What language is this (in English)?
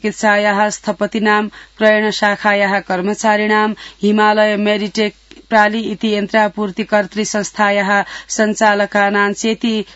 Sanskrit